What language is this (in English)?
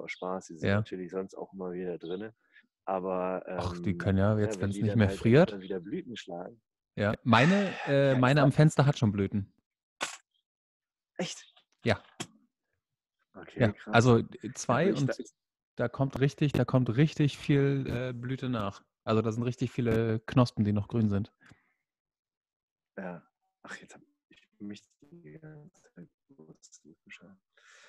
German